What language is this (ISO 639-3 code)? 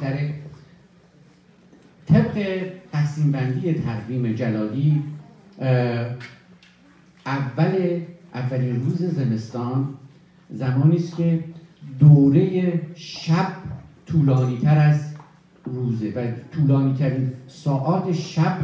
fas